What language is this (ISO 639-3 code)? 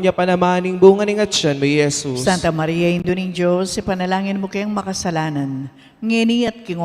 pam